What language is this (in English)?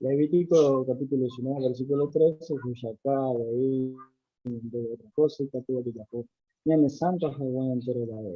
Guarani